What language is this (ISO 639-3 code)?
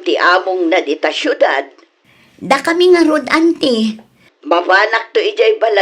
ilo